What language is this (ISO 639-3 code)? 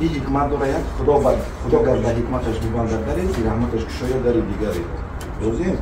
tgk